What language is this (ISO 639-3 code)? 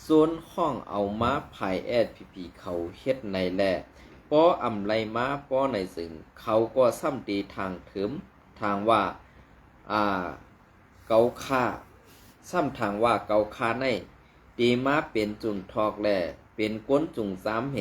shn